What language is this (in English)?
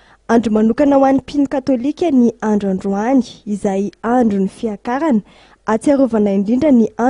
Malagasy